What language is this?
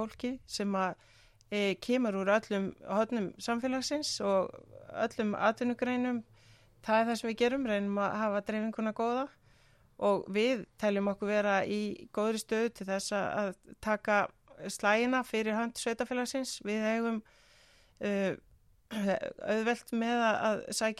Icelandic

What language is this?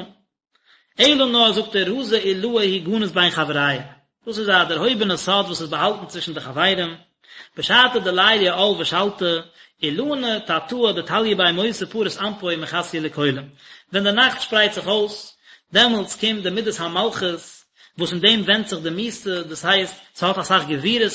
Yiddish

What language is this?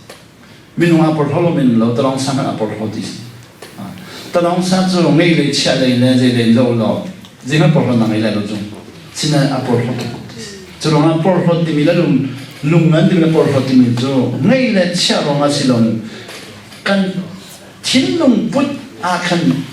Hakha Chin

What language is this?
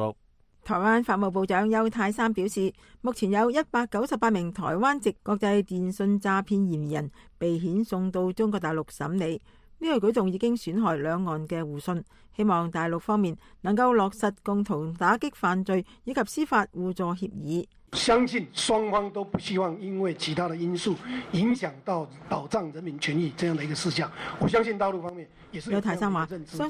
Cantonese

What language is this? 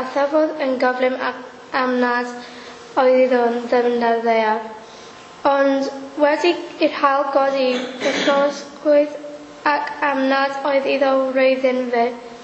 Welsh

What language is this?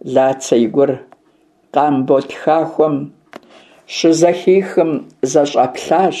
Kabardian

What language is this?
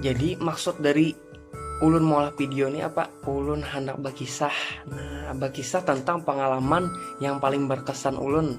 Banjar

